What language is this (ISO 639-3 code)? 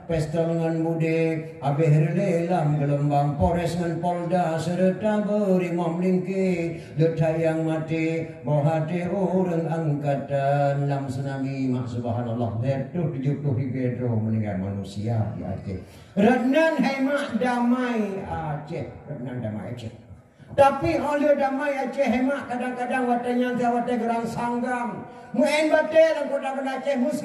ace